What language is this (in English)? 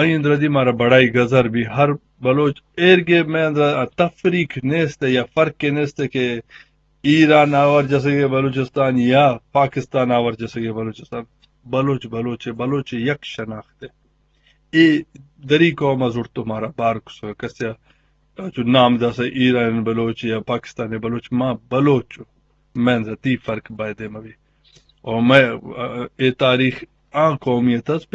Eastern Balochi